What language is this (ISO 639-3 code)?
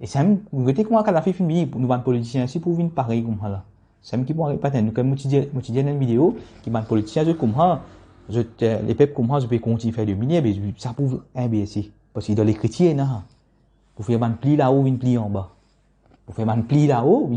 mfe